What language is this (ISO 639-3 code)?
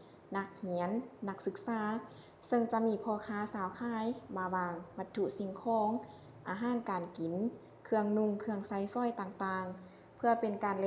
lao